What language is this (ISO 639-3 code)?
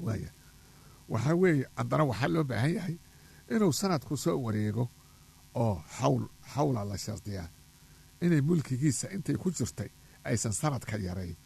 som